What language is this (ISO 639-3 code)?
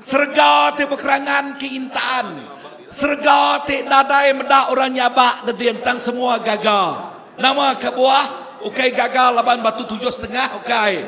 iba